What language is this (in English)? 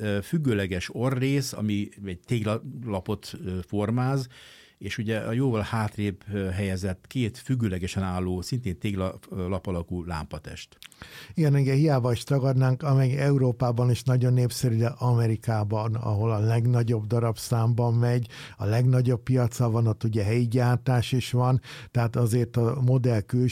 Hungarian